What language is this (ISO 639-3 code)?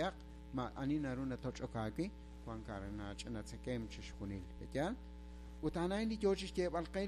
kek